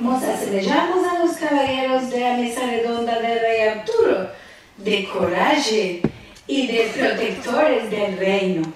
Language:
Ladino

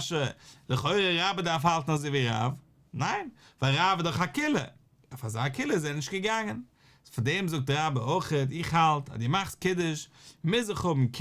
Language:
Yiddish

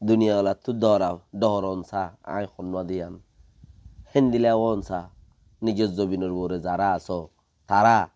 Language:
Rohingya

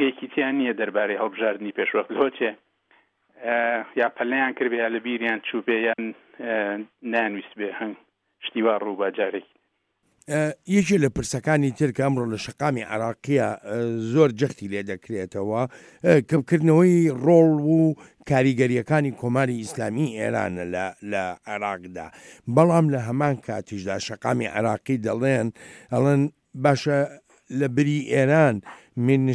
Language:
Central Kurdish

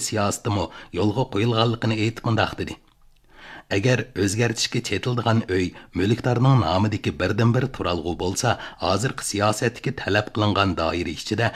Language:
Uyghur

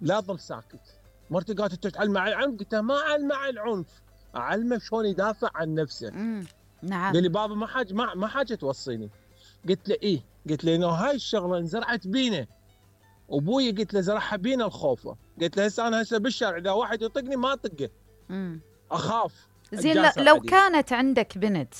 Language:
Mesopotamian Arabic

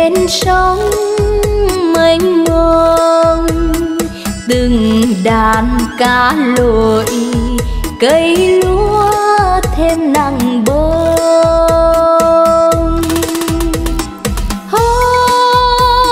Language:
Vietnamese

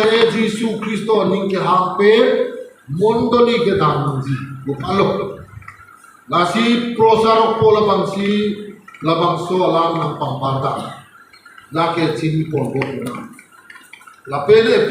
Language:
Karbi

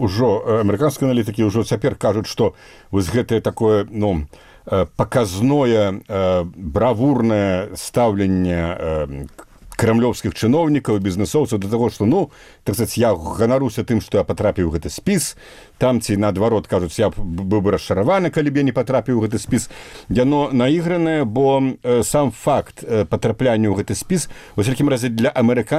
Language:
Belarusian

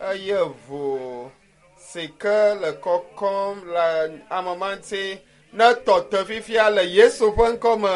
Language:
Ewe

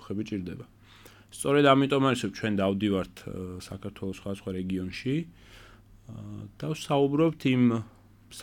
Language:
Georgian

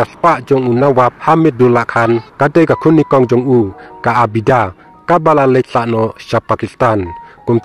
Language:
Khasi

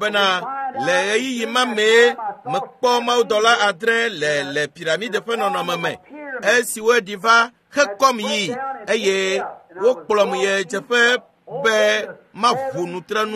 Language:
Ewe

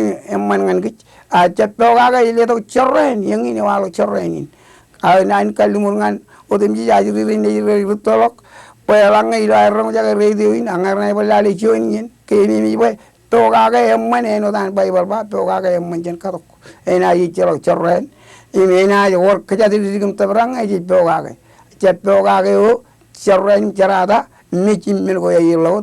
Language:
Marshallese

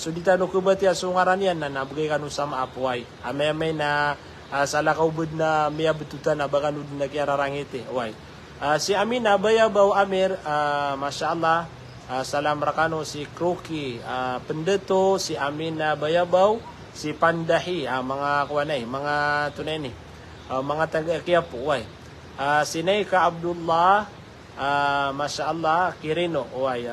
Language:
Maranao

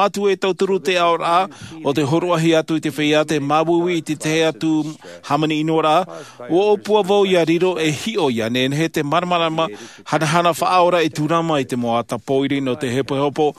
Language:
Tahitian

